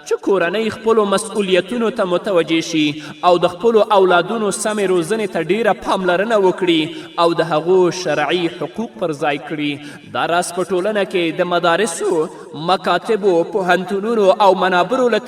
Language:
Pashto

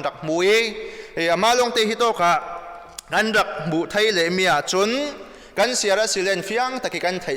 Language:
Falam Chin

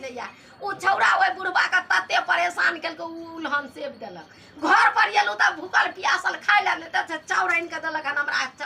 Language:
Maithili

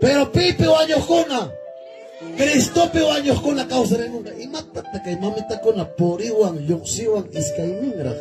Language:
Ayacucho Quechua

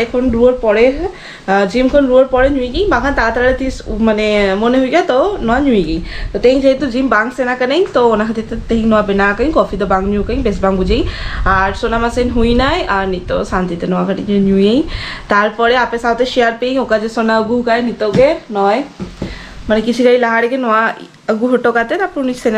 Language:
Santali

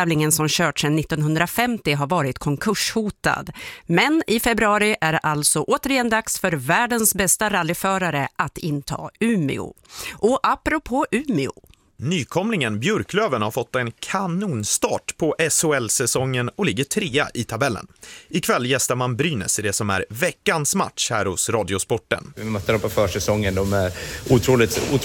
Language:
Swedish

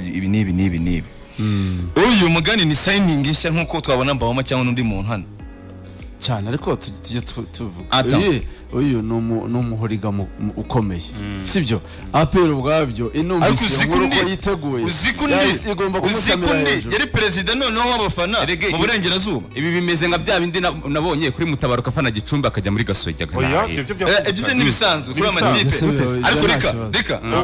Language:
Kinyarwanda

